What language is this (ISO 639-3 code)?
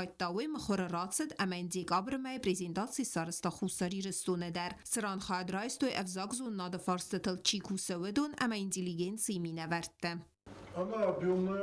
oss